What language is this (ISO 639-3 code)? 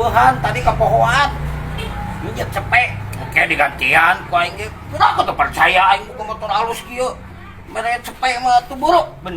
sun